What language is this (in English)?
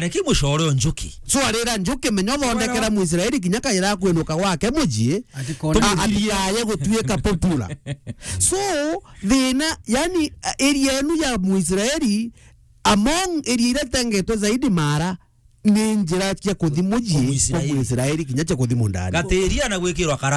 Meru